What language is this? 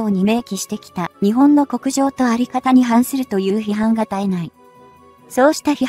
Japanese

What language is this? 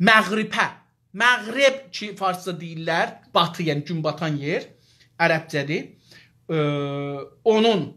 South Azerbaijani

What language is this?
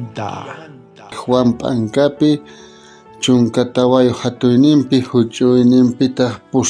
South Bolivian Quechua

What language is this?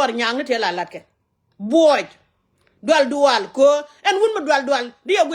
Nuer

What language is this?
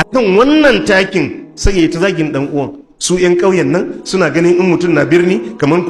Hausa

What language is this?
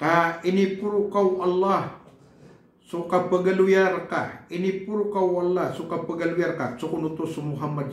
Maranao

